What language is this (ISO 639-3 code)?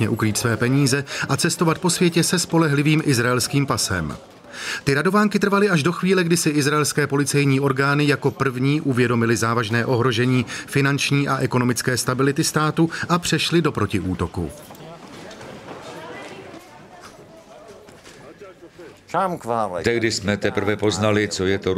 ces